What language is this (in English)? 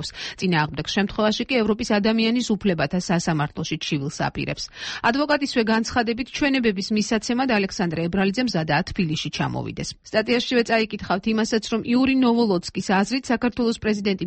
Georgian